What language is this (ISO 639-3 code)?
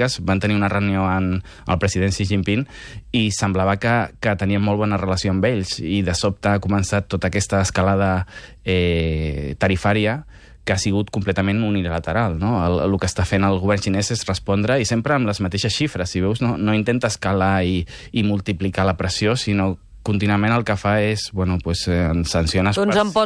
cat